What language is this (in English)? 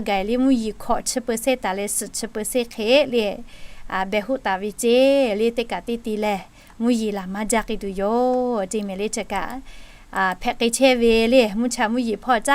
Lahu